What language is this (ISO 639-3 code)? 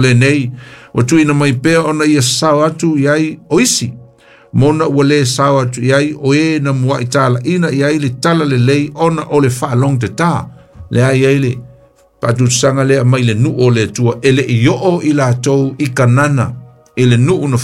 smo